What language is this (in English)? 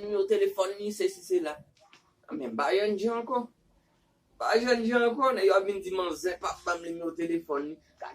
Haitian Creole